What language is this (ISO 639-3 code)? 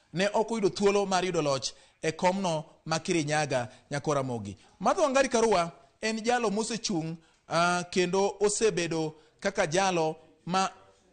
luo